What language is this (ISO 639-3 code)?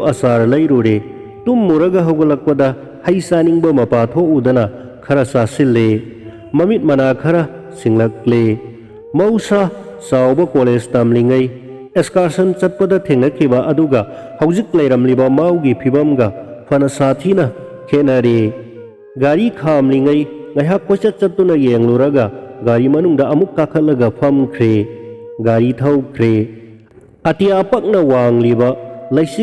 mni